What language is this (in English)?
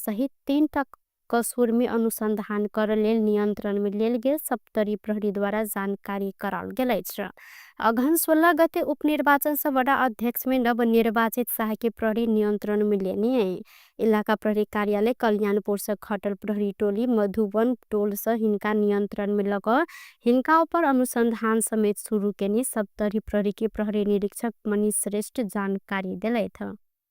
Maithili